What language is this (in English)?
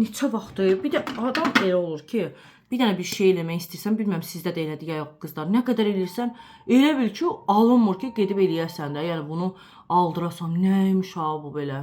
Azerbaijani